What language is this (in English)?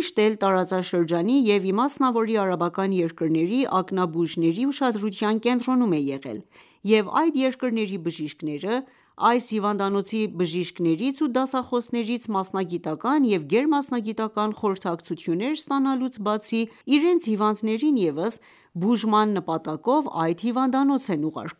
Armenian